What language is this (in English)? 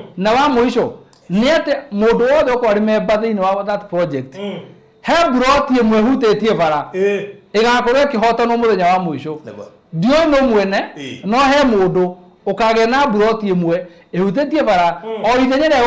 Kikuyu